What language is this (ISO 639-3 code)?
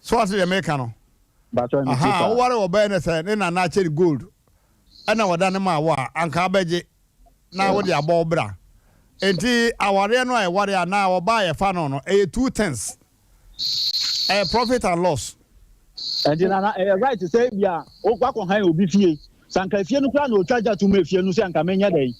aka